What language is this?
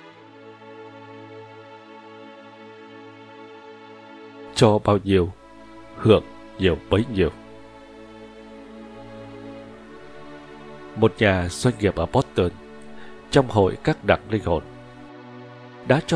Vietnamese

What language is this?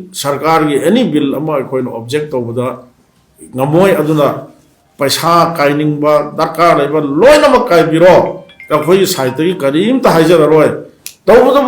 Manipuri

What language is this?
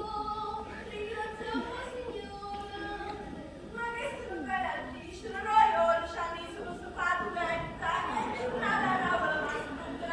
Neapolitan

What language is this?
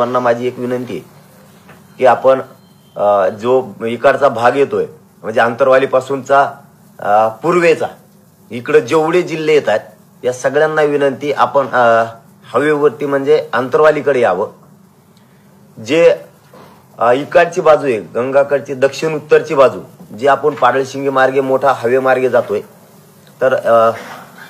Marathi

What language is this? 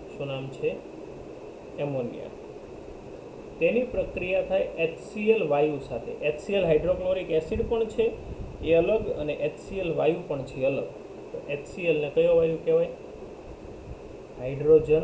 Gujarati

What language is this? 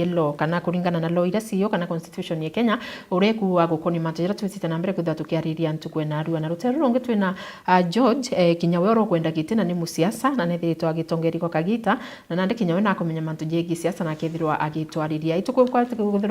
Meru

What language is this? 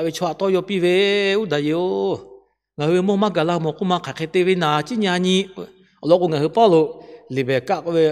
Lahu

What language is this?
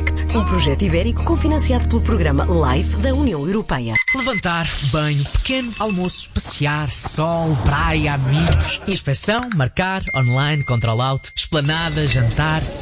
Portuguese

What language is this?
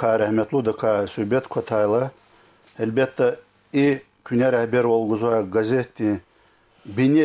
Lezghian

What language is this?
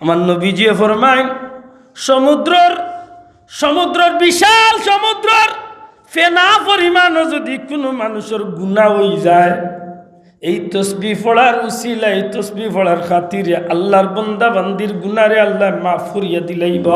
Sylheti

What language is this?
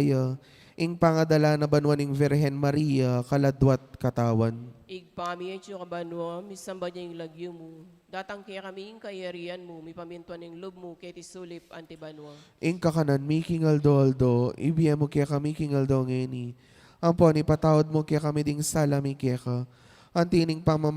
Pampanga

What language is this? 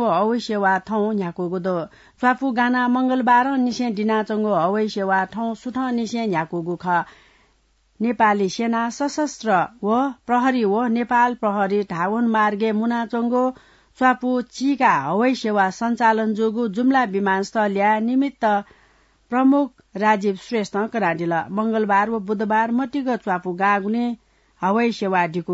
Newari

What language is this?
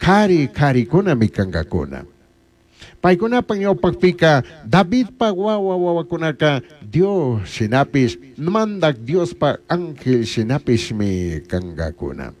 Chimborazo Highland Quichua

